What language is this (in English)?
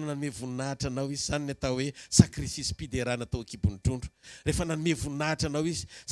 Malagasy